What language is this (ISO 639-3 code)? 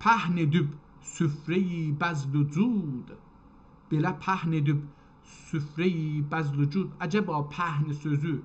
azb